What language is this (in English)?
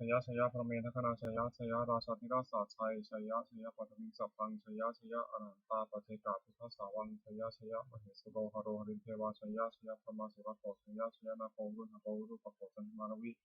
Pali